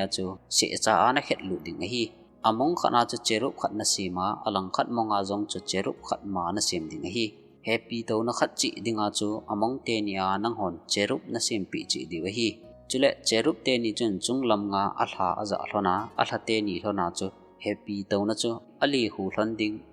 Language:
Thado Chin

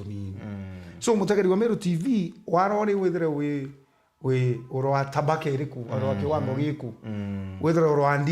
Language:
Meru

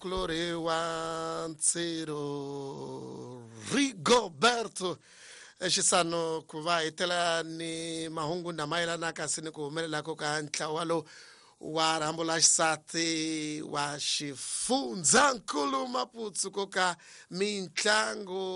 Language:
Tsonga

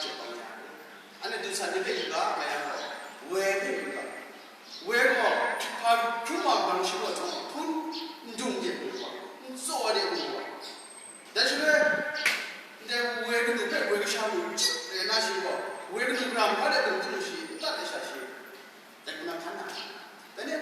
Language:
Kachin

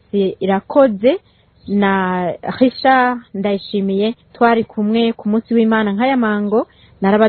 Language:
Rundi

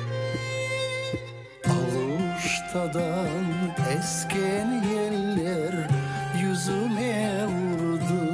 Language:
Ukrainian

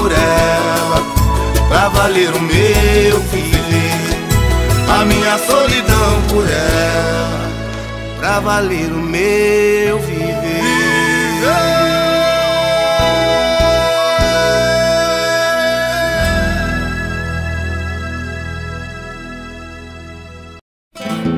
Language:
Portuguese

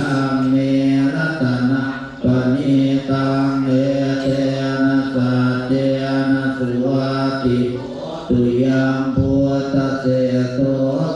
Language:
Pali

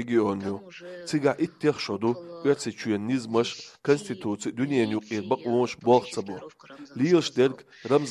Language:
Chechen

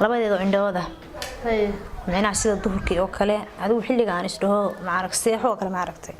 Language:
Somali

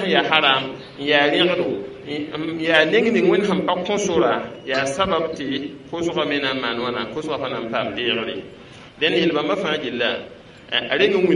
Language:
Mossi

